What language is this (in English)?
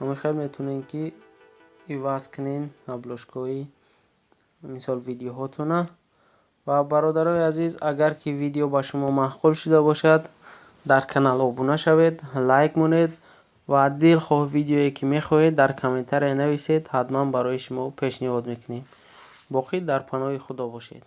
Tajik